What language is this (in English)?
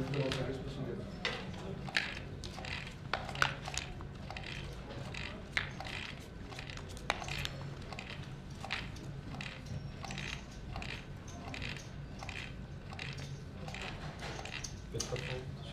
Czech